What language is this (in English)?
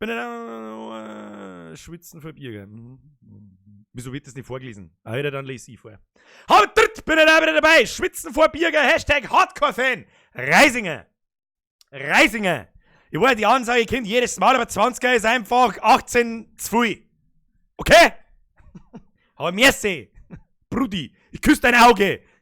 Bavarian